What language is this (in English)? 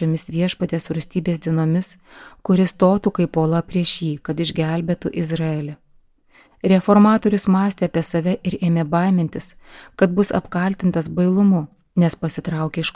Lithuanian